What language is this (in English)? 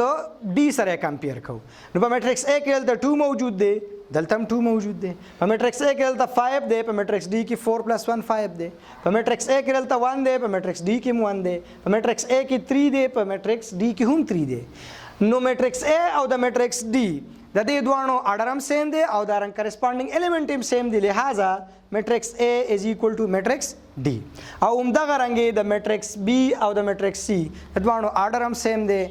Pashto